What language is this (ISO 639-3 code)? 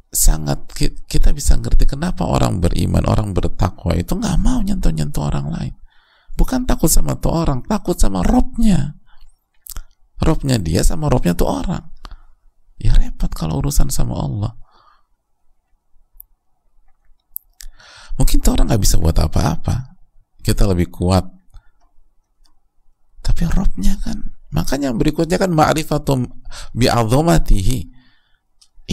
ind